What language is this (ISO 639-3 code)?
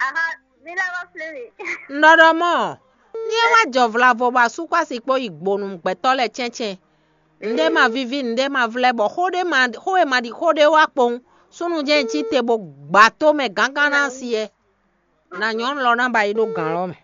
fon